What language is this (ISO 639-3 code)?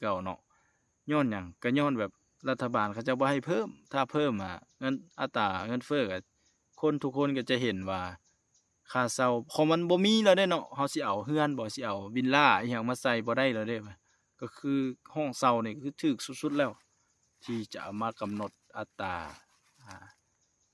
lao